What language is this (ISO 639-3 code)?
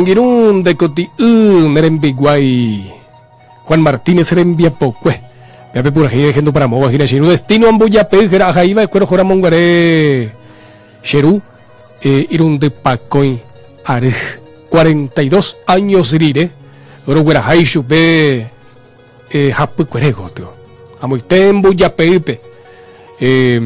grn